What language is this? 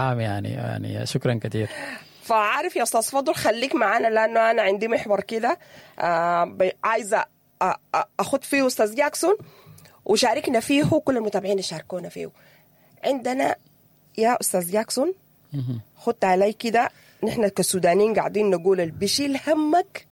Sudanese Arabic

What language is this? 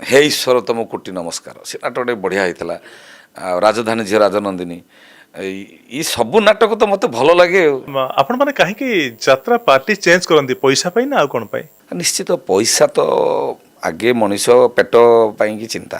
Odia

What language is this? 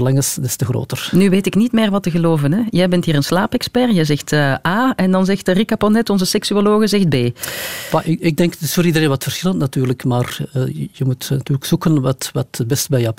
Dutch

